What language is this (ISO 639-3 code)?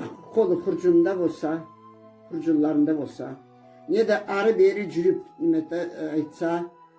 krc